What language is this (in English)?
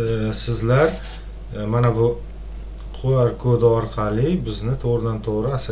Uzbek